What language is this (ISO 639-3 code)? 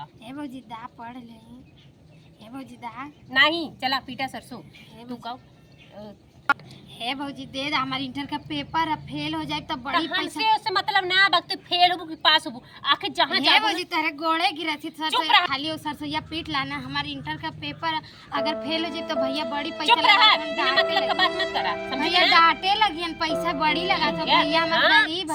awa